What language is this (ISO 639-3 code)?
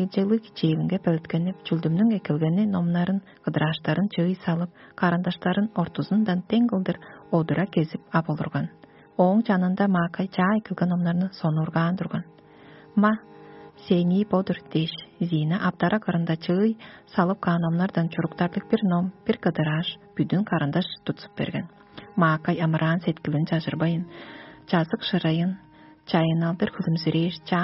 tyv